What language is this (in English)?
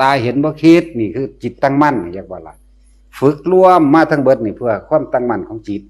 Northeastern Thai